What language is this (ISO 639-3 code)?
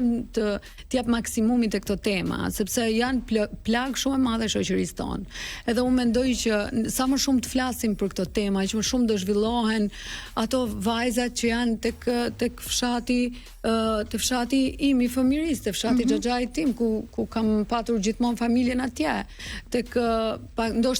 sqi